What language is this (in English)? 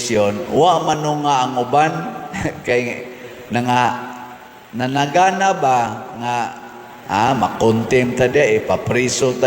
Cebuano